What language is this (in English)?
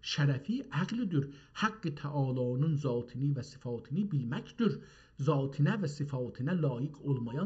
South Azerbaijani